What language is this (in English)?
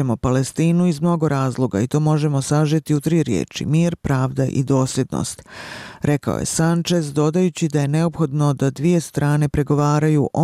Bosnian